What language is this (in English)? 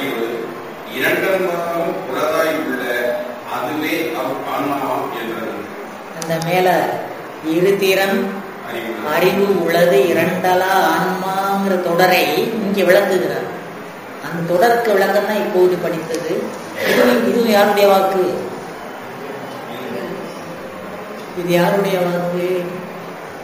Tamil